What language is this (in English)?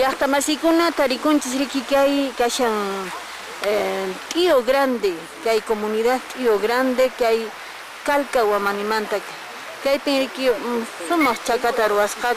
Quechua